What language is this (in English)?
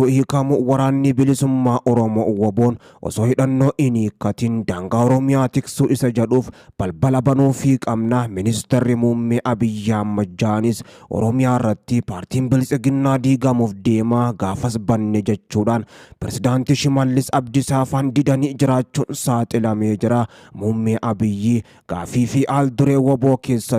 Oromo